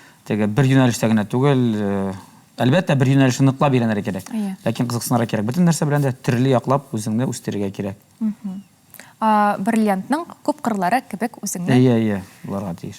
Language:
Tatar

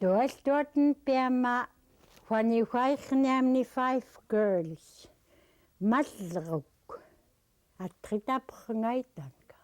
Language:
Central Yupik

